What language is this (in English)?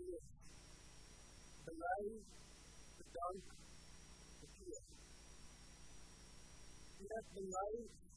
Afrikaans